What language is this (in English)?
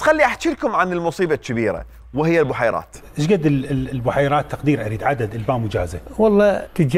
Mesopotamian Arabic